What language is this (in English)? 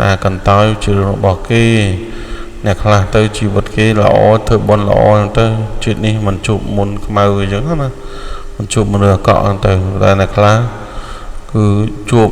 Khmer